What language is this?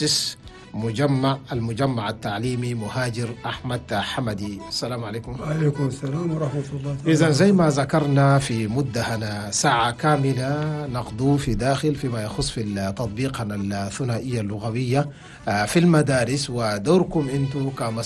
Chadian Arabic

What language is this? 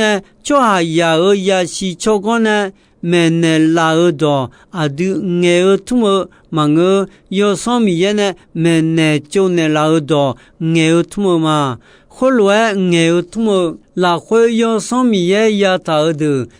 Akha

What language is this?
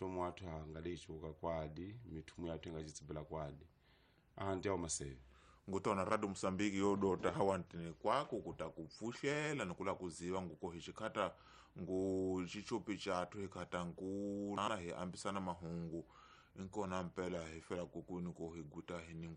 Tsonga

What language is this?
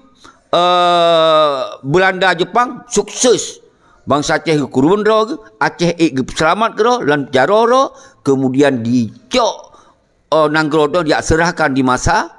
Achinese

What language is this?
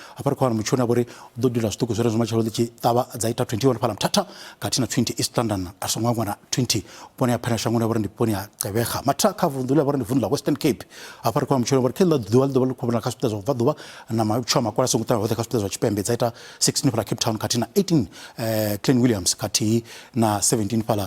Venda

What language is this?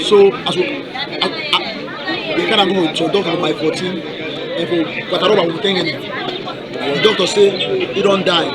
Cameroon Pidgin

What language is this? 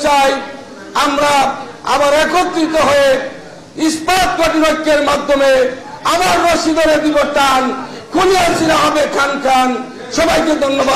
Bangla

